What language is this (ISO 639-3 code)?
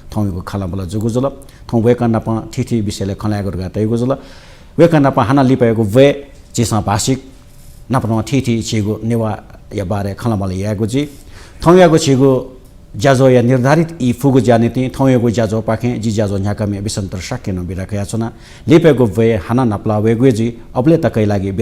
new